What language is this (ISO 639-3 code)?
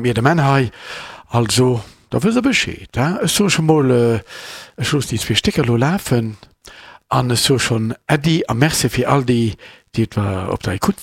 ltz